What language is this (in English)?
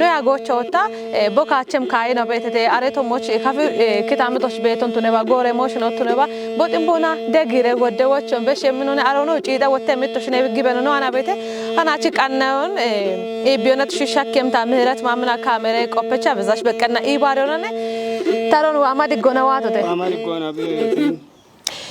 Kafa